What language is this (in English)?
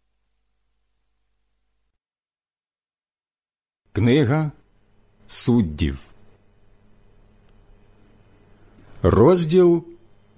Ukrainian